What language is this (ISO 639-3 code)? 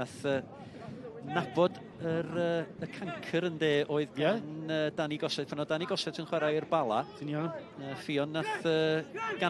cym